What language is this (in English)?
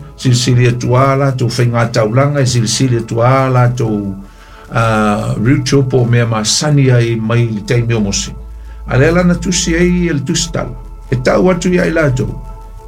Samoan